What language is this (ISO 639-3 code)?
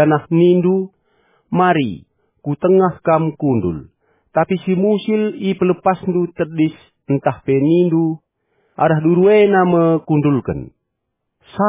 btx